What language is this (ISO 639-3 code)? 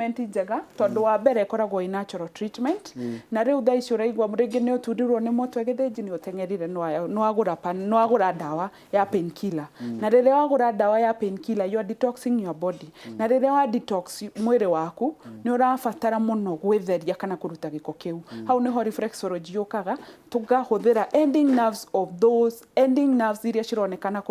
kik